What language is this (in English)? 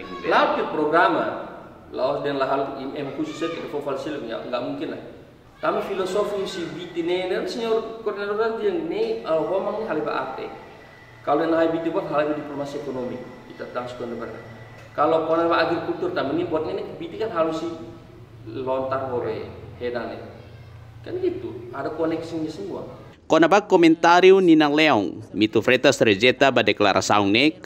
Tetum